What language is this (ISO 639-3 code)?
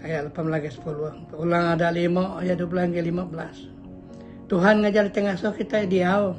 iba